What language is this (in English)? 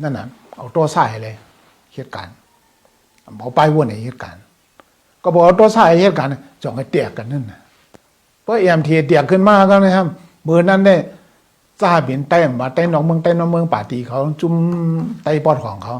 Shan